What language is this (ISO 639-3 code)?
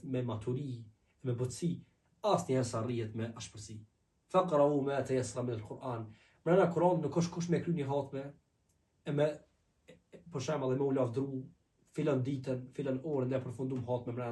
sqi